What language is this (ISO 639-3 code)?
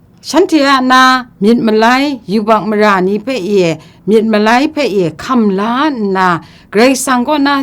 kac